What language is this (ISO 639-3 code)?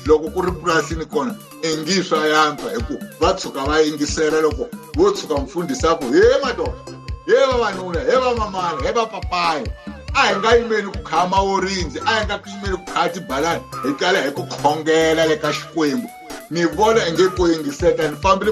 tso